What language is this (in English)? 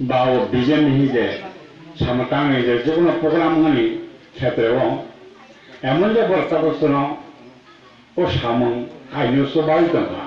Kok Borok